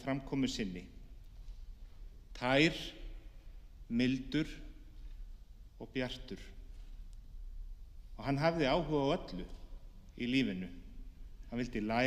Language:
Icelandic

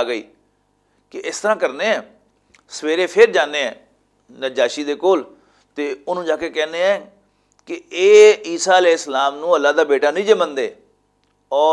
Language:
Western Panjabi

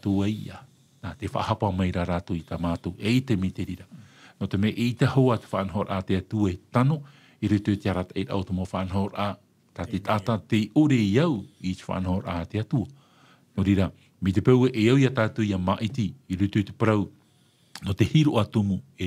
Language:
Tahitian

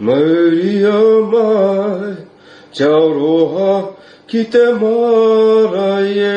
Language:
Māori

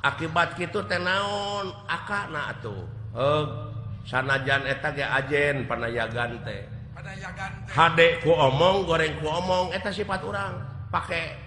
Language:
Sundanese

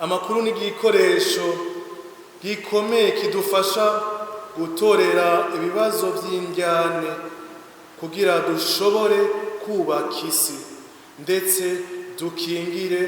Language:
Rundi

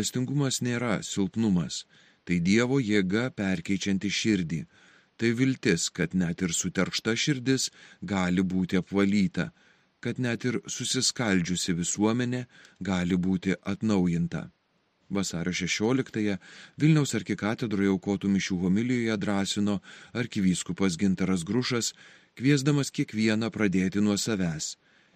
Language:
Lithuanian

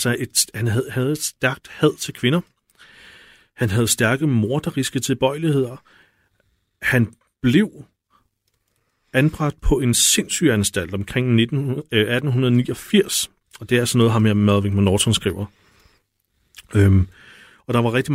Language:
Danish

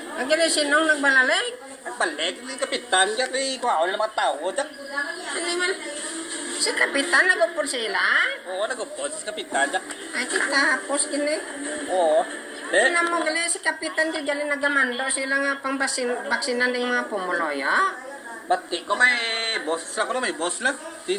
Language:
Hiligaynon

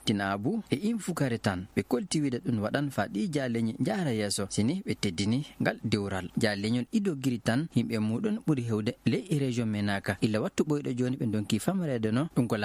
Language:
Fula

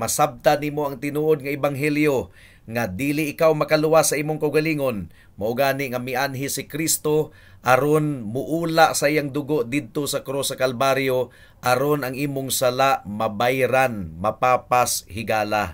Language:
Cebuano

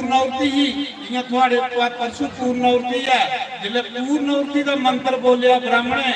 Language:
Dogri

